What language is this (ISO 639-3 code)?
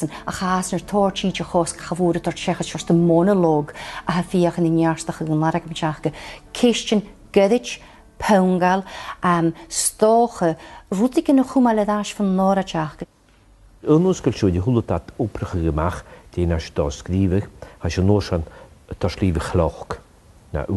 gla